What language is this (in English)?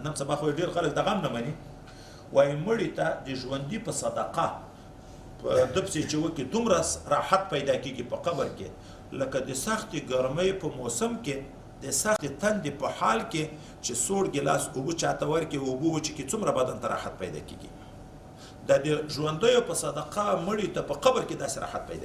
Pashto